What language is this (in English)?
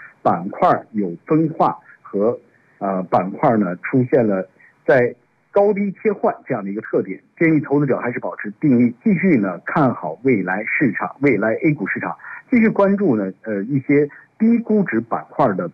Chinese